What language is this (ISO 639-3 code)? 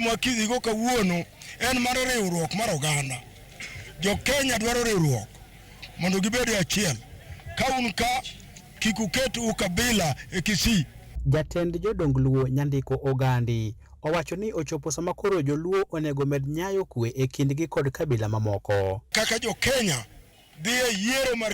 luo